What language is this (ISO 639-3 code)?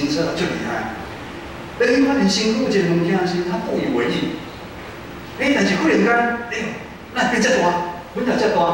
nan